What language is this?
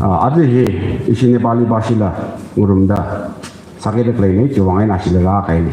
Tangkhul Naga (India)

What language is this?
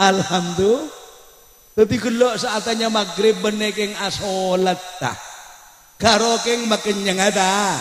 Madurese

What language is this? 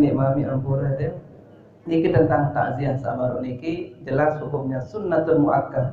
Sasak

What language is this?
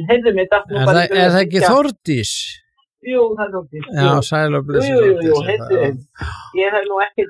Icelandic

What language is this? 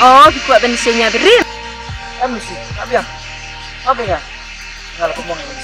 Khasi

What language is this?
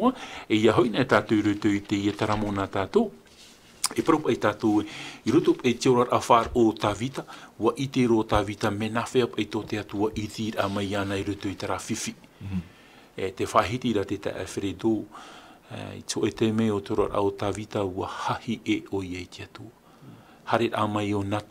Tahitian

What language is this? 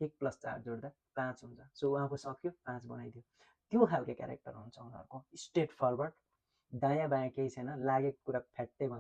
Nepali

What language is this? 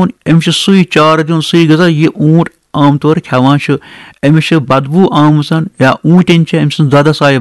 Kashmiri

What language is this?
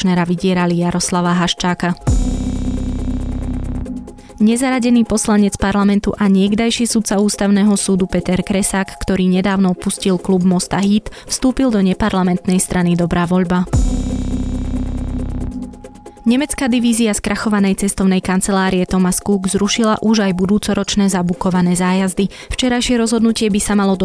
Slovak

